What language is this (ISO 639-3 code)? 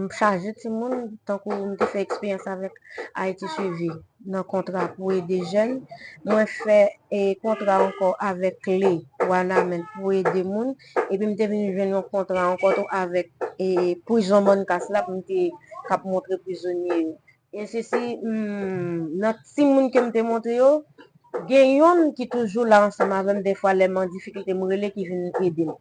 hat